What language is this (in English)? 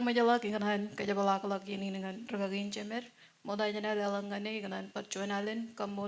Marshallese